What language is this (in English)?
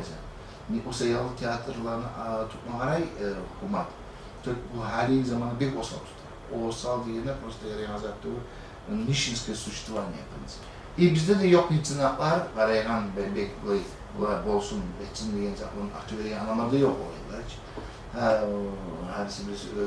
Kumyk